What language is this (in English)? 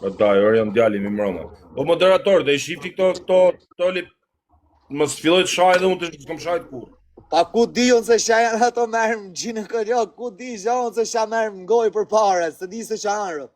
Albanian